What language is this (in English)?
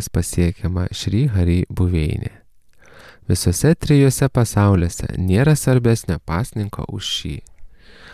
Lithuanian